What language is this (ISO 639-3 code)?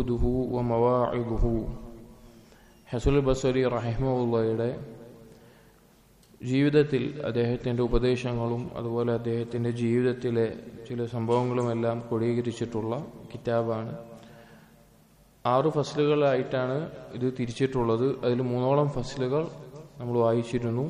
mal